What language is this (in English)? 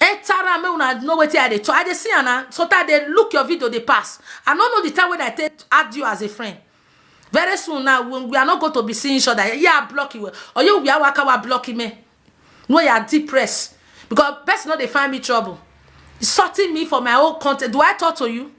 Nigerian Pidgin